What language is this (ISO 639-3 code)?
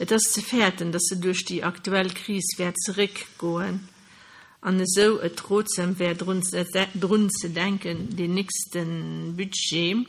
ltz